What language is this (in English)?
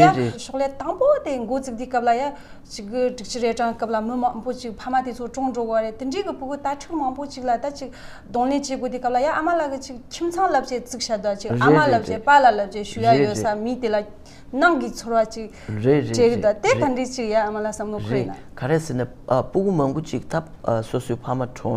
Tibetan